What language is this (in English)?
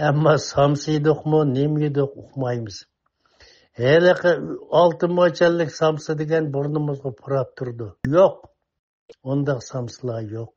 Uyghur